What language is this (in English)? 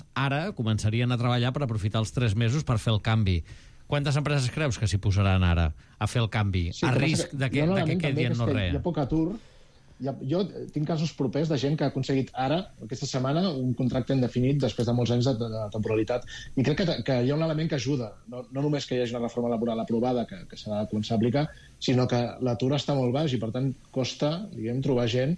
Catalan